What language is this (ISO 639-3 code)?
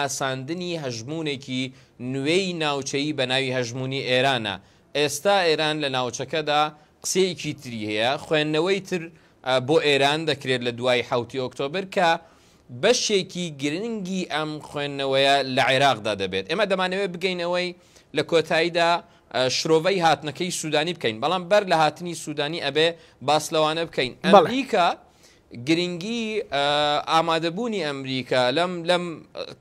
ckb